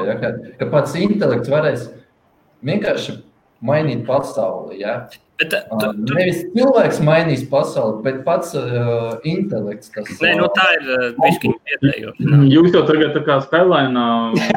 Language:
Latvian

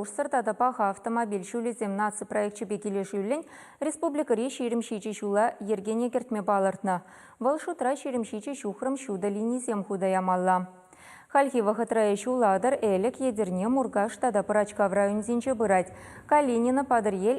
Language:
Chuvash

